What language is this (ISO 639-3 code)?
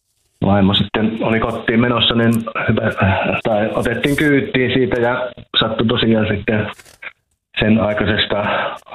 fin